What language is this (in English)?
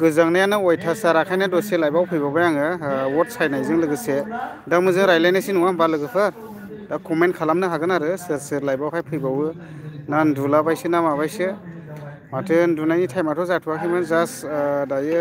Bodo